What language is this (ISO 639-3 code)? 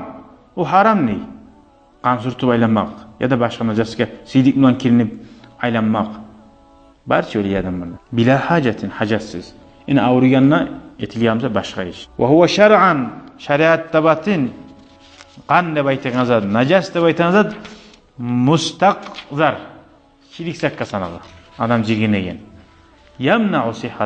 kum